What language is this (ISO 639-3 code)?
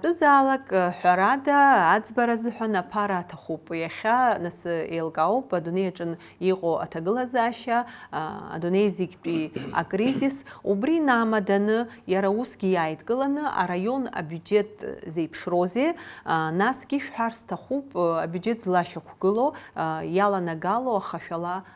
abk